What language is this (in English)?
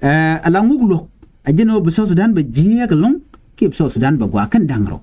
Nuer